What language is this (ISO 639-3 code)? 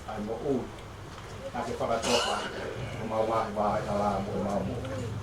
ton